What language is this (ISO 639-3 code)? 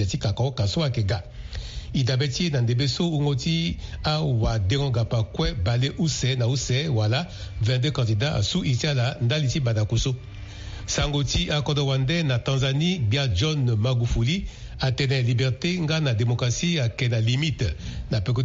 sag